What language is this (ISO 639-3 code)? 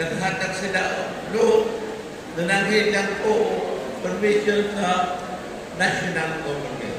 ceb